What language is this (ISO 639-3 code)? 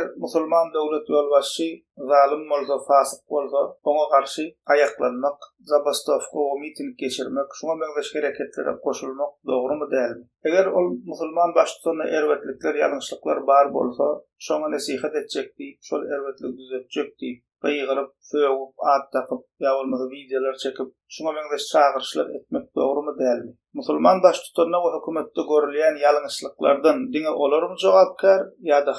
tuk